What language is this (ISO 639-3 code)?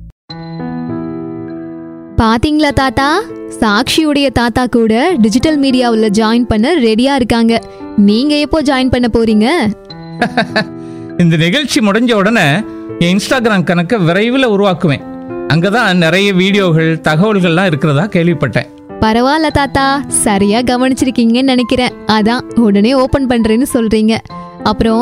tam